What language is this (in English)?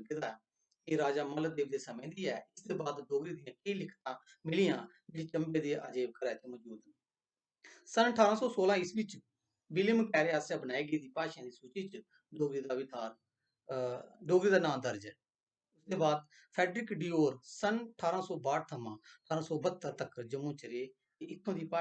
Dogri